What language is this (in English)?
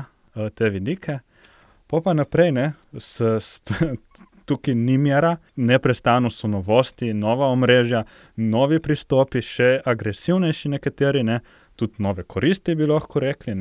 Slovenian